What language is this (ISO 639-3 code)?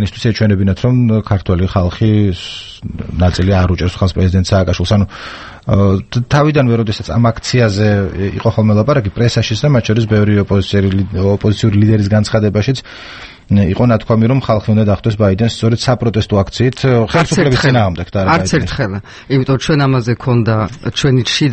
kat